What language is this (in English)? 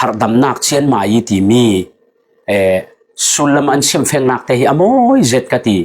Falam Chin